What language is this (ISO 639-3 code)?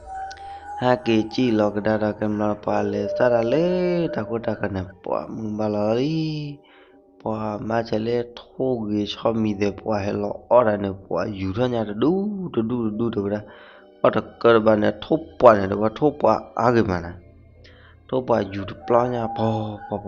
ksw